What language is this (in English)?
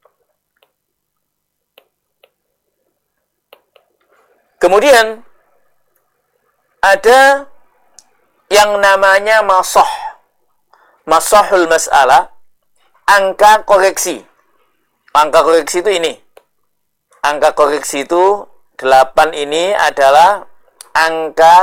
Indonesian